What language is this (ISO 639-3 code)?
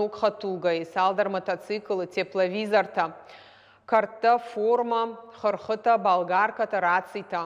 oss